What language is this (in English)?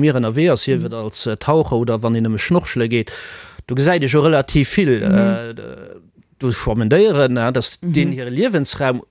Luxembourgish